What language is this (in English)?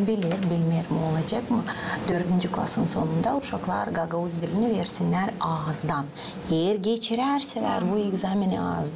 Gagauz